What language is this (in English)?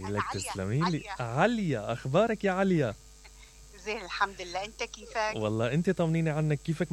Mesopotamian Arabic